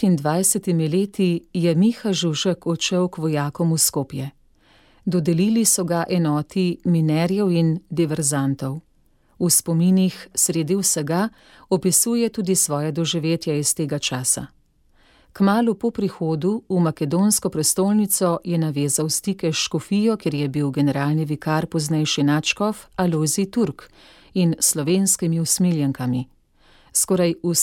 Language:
Slovenian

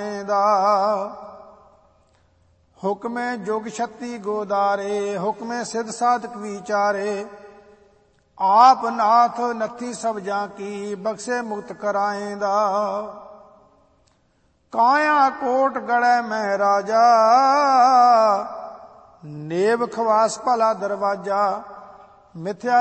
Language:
Punjabi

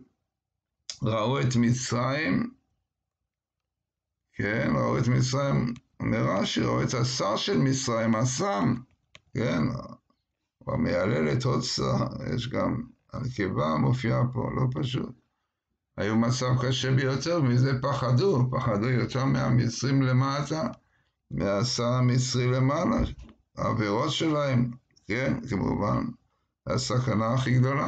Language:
Hebrew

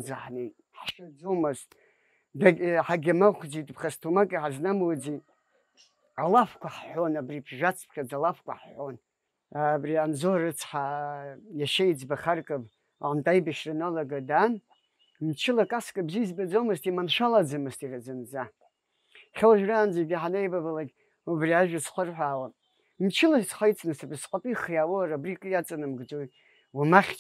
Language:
Abkhazian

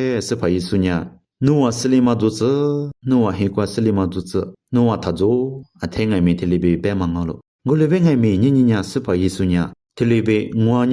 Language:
Lisu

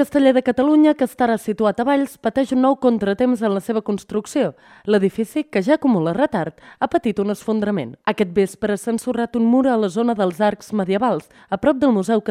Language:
Catalan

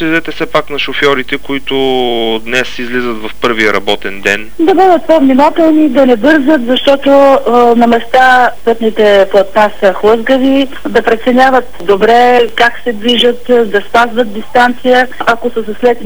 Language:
Bulgarian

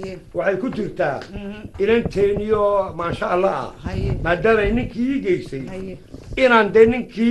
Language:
Somali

